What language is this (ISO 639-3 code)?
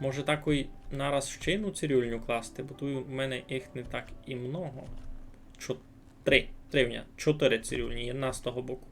rue